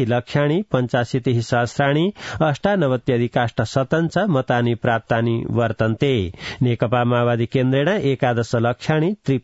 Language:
Sanskrit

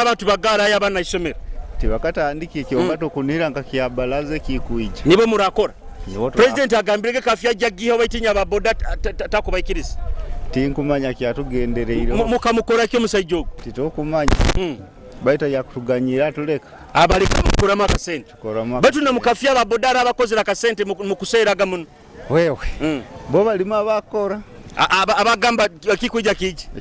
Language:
Nyoro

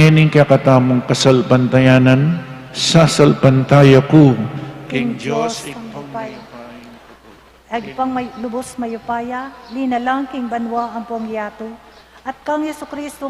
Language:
Pampanga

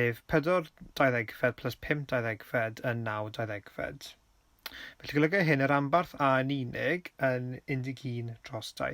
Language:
Welsh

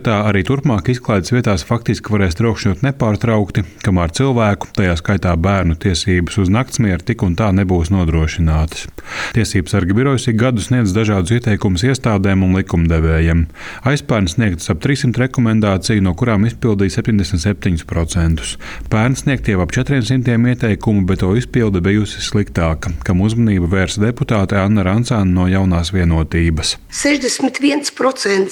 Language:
Latvian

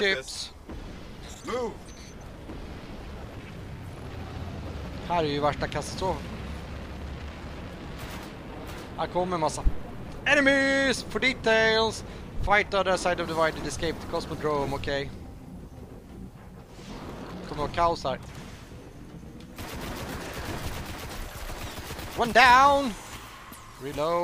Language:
Swedish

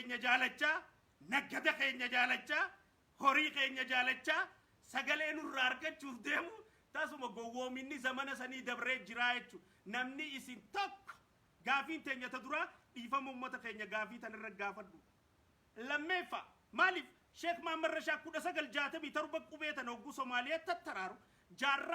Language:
Oromo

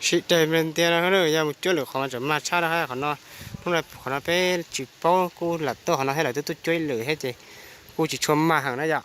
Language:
Hmong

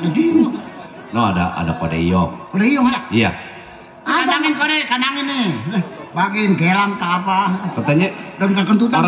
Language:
Betawi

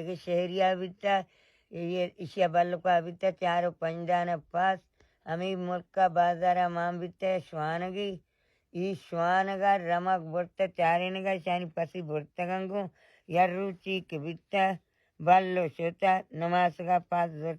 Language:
Baluchi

